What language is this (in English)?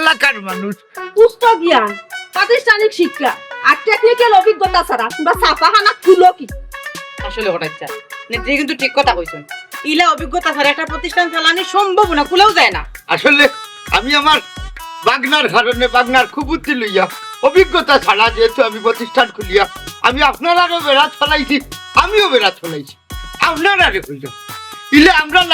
Sylheti